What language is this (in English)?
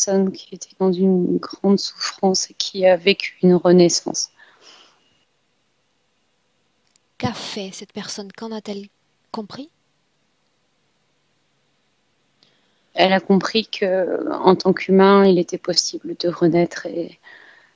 French